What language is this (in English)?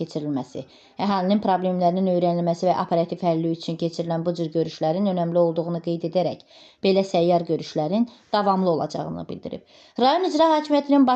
Azerbaijani